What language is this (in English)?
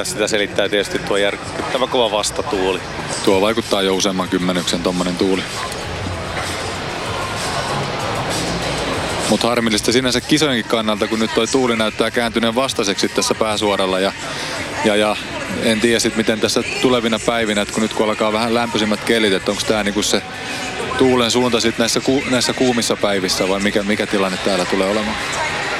Finnish